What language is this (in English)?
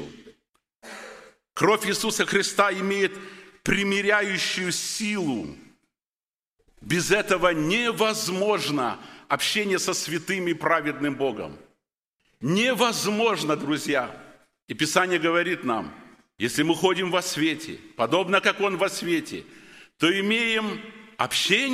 Russian